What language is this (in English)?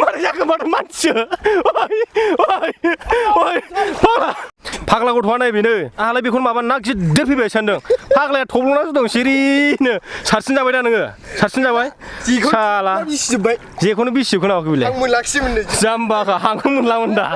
Bodo